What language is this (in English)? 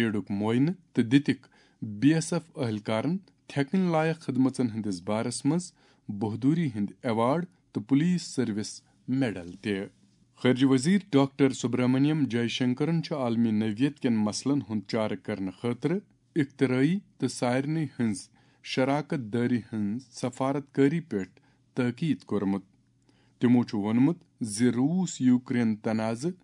Kashmiri